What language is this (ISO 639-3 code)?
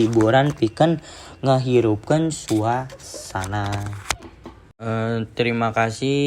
sun